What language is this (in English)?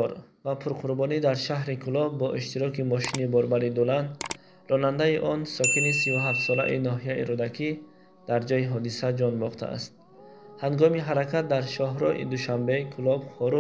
Tajik